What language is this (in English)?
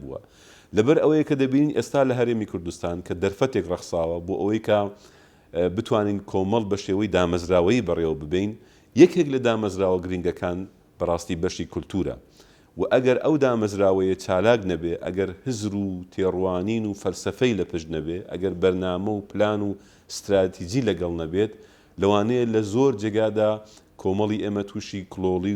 Central Kurdish